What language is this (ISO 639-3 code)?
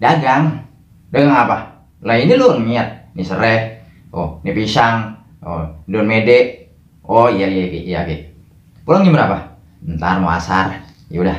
bew